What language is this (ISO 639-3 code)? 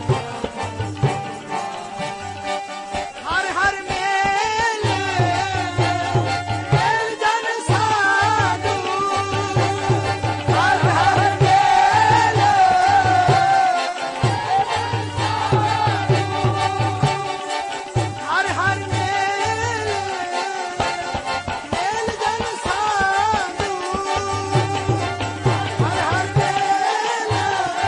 pan